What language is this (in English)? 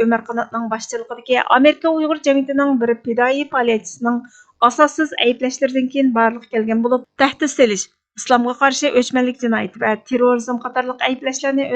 Uyghur